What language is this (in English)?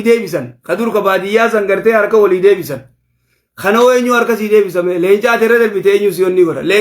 Oromo